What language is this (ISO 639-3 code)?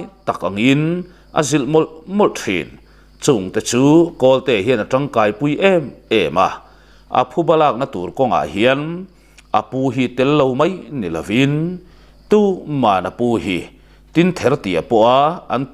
lus